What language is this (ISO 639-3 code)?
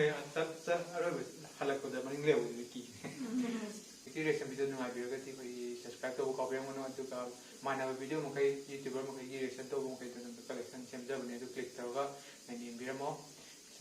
mni